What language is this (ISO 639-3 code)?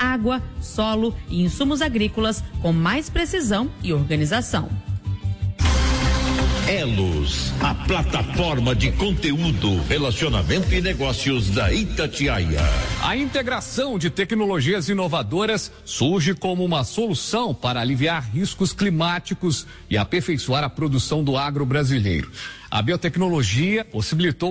por